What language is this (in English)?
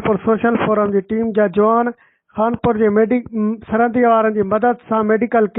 Sindhi